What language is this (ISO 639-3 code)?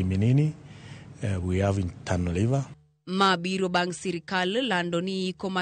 luo